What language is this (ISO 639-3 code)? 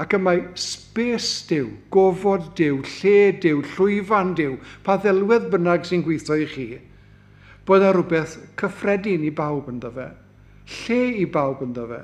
cym